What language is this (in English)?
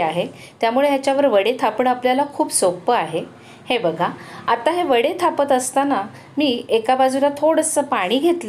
Marathi